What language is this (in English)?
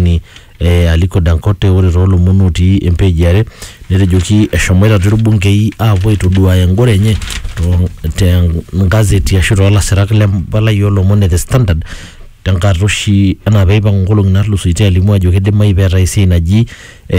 Masai